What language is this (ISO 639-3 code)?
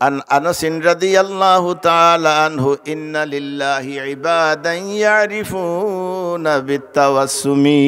syl